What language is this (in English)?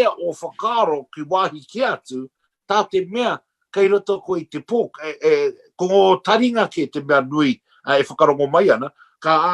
Māori